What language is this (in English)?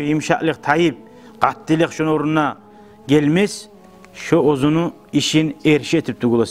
Kumyk